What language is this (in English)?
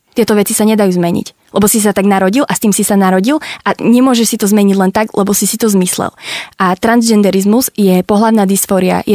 Slovak